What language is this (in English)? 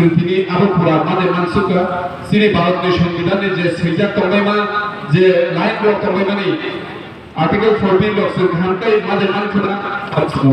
Kok Borok